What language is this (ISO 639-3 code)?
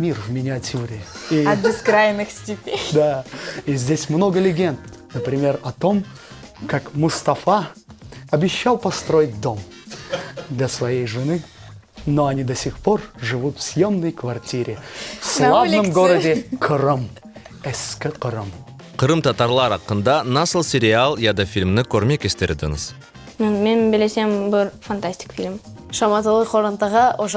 crh